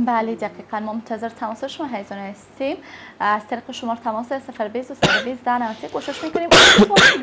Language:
Persian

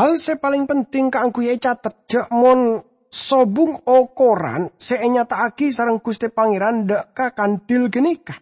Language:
Madurese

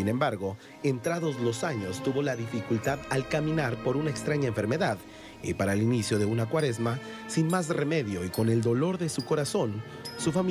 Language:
Spanish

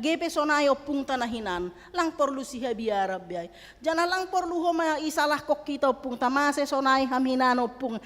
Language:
Batak Simalungun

